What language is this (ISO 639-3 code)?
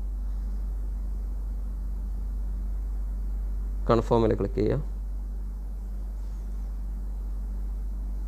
mal